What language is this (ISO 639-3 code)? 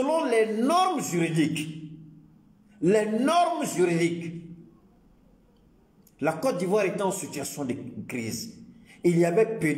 fra